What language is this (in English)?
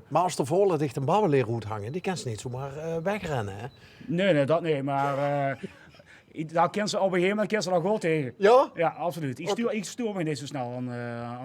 Limburgish